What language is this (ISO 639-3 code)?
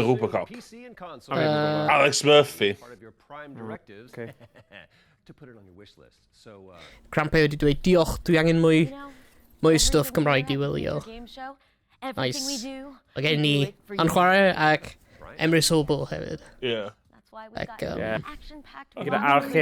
cym